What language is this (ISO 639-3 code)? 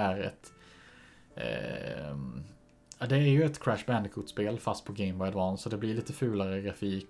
swe